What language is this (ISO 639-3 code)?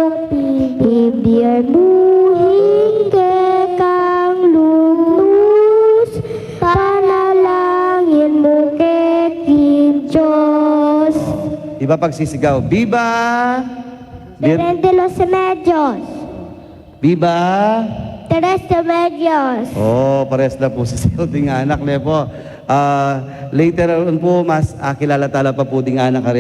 pam